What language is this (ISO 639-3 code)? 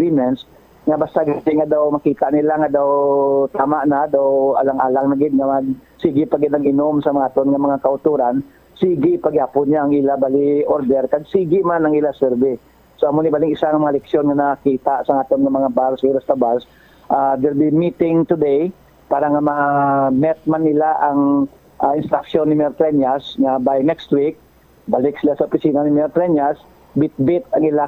hil